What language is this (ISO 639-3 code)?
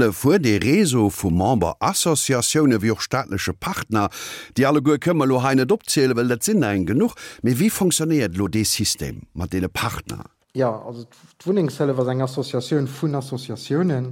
ltz